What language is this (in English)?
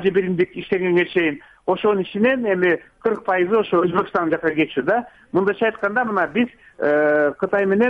Kyrgyz